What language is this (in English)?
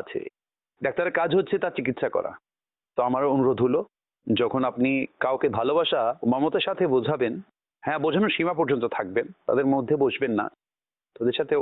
Bangla